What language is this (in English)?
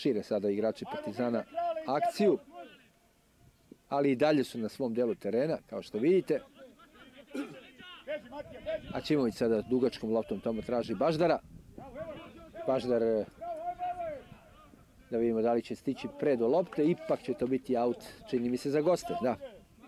Serbian